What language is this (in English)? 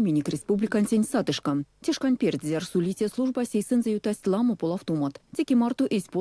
Erzya